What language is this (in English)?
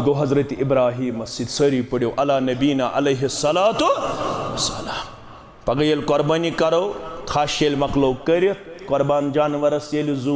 Kashmiri